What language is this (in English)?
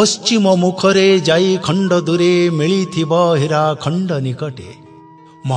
Odia